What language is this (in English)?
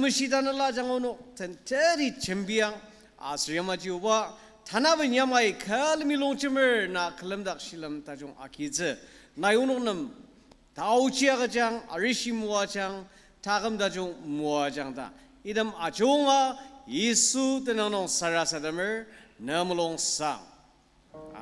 Ao Naga